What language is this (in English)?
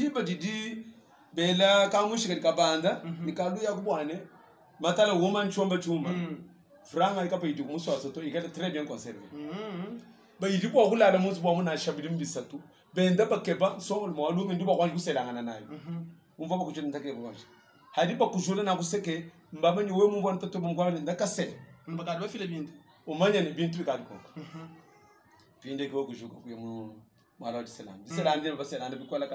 Luba-Lulua